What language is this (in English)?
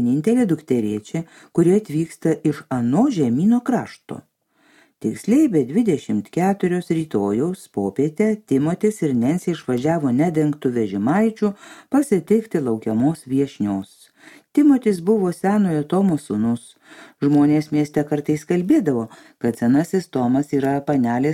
Lithuanian